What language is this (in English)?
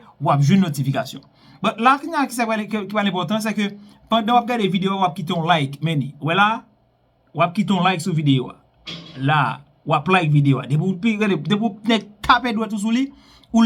Haitian Creole